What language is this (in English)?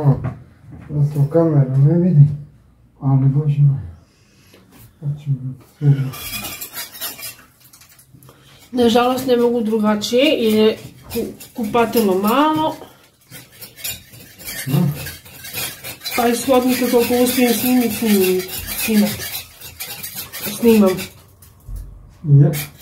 Croatian